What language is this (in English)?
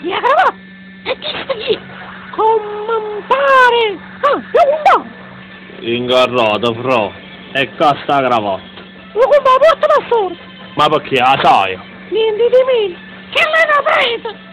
Neapolitan